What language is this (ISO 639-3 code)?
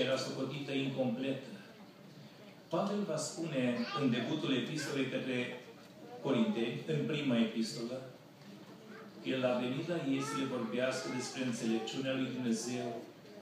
ron